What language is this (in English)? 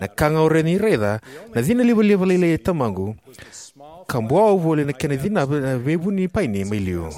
Fijian